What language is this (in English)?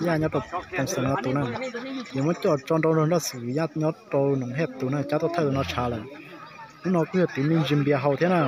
Hmong